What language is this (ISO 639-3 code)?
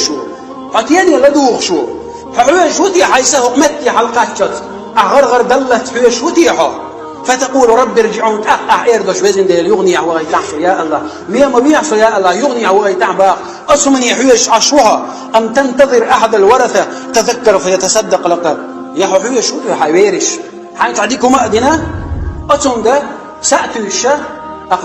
che